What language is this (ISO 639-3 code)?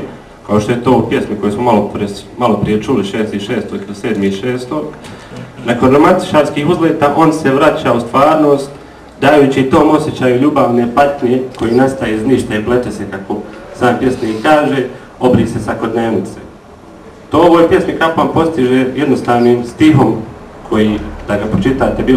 bos